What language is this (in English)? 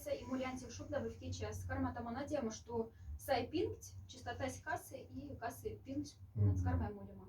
Moksha